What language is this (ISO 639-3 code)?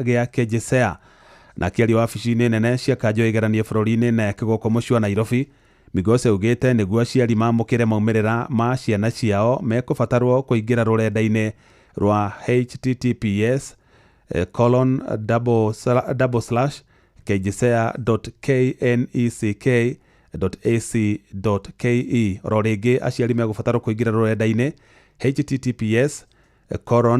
kik